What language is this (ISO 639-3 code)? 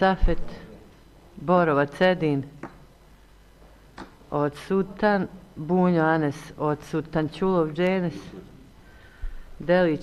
bos